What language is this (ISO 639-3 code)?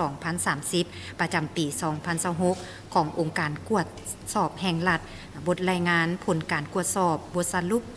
lao